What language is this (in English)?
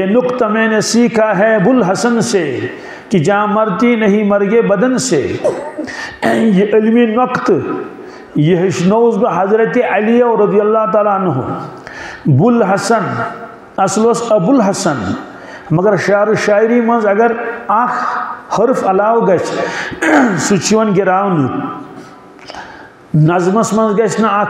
Kashmiri